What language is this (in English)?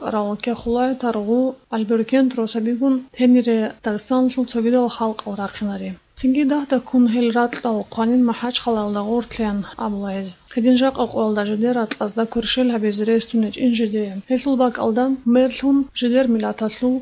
Avaric